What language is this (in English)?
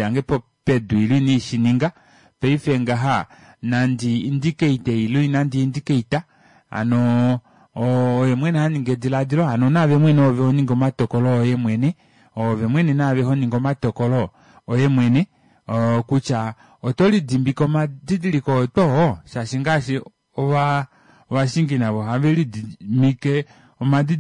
Kuanyama